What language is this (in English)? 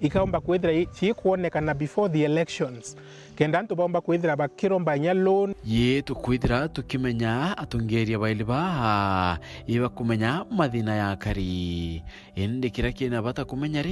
Meru